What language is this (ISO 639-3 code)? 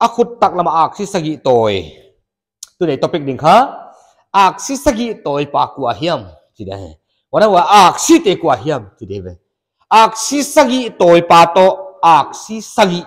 pck